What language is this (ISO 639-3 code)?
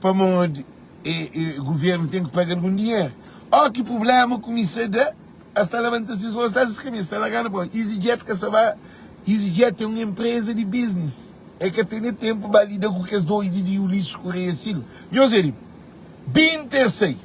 kea